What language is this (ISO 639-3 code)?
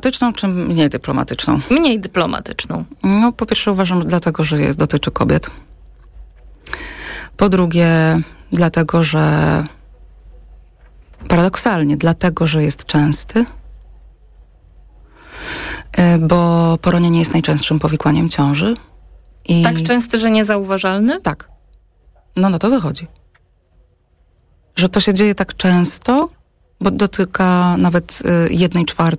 pol